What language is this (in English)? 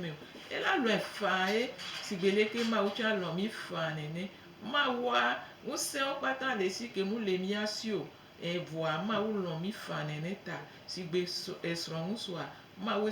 Gen